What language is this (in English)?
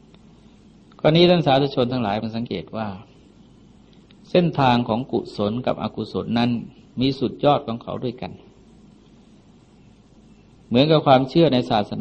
Thai